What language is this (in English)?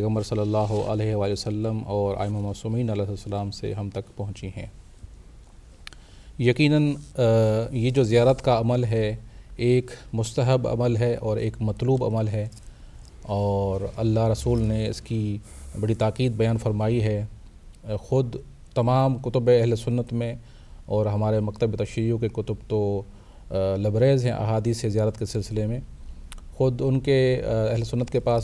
Urdu